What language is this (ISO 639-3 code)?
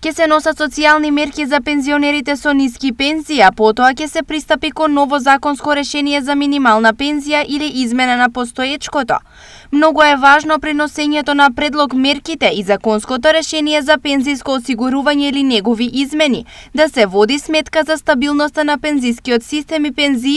mkd